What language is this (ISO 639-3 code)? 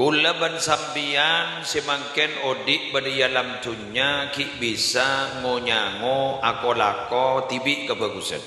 mad